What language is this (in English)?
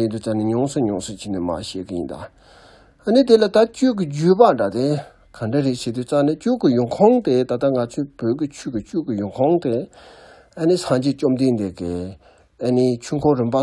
Tibetan